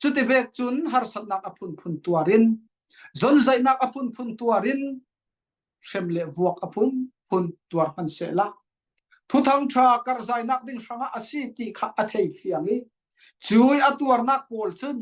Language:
Falam Chin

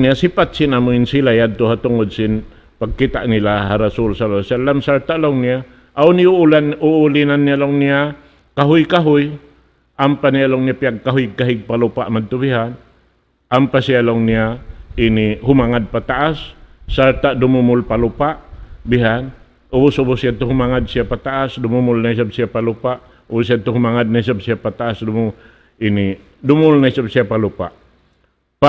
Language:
Tausug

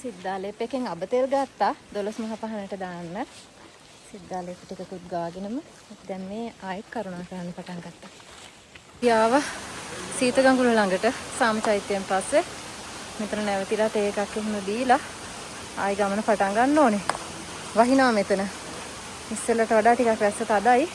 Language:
Sinhala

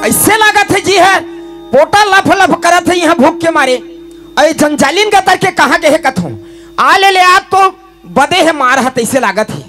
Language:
Chhattisgarhi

